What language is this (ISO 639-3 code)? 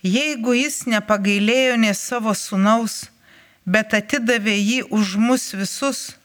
lit